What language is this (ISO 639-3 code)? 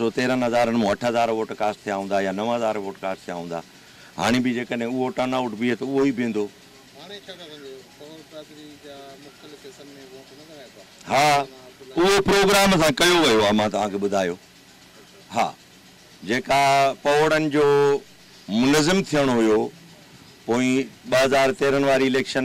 snd